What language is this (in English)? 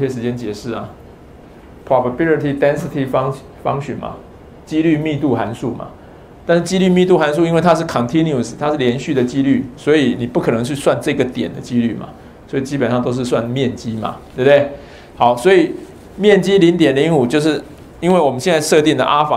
Chinese